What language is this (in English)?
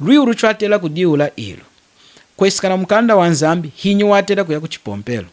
Lunda